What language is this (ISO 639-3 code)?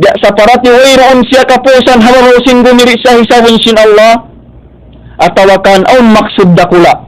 tsg